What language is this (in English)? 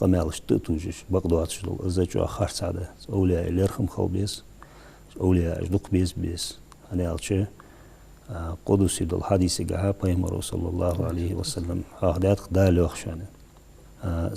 Ingush